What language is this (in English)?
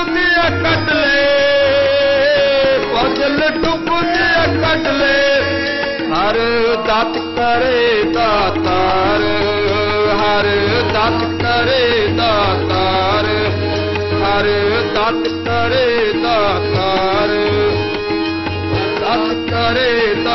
Punjabi